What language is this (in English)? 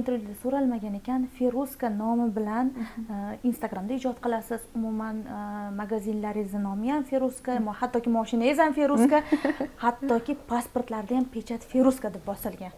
Uzbek